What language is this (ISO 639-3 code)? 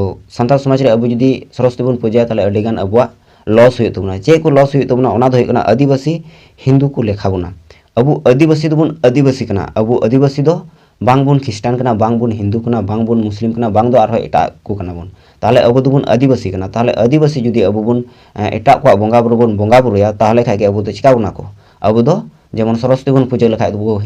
sat